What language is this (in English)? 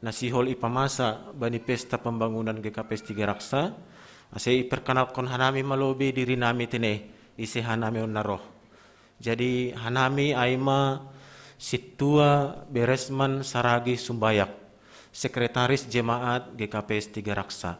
Batak Simalungun